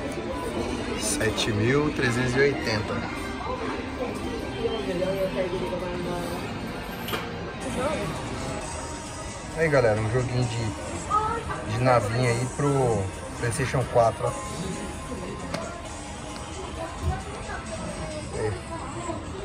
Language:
Portuguese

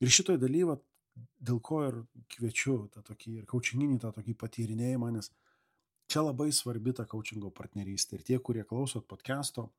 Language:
Lithuanian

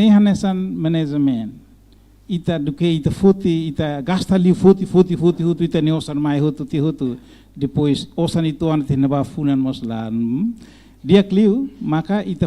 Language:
Tetum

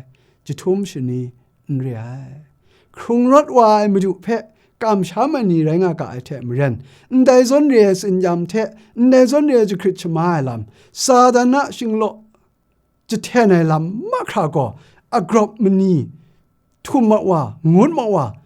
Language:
Kachin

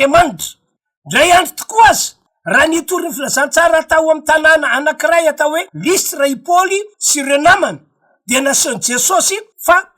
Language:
Malagasy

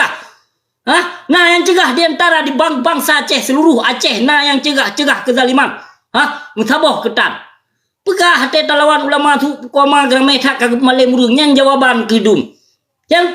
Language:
Achinese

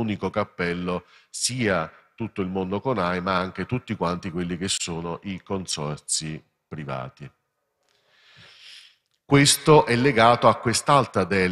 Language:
Italian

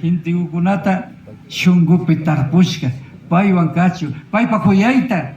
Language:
Imbabura Highland Quichua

